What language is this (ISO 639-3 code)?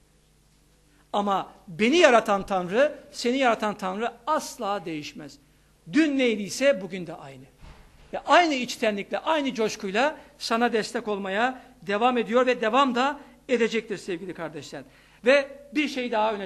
tur